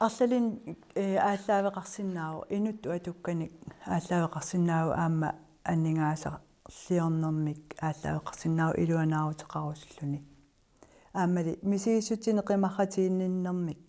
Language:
Kalaallisut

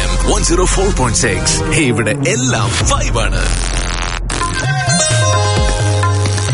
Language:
Malayalam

